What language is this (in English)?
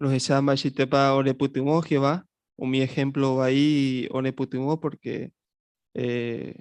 Guarani